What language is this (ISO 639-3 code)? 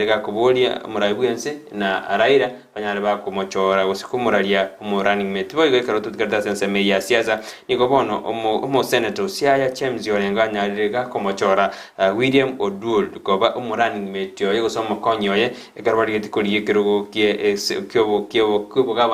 guz